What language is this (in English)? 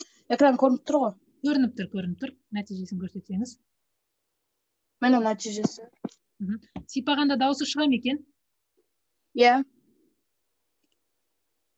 Kazakh